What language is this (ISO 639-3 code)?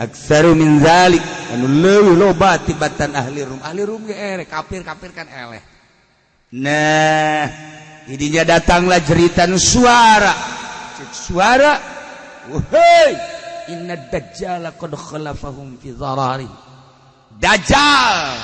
sun